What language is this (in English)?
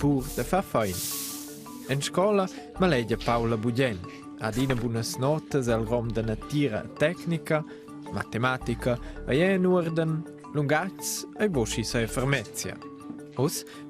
Romansh